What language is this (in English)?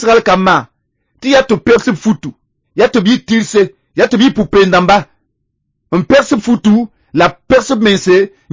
Mossi